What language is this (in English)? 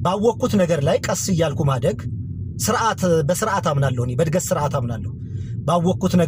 Amharic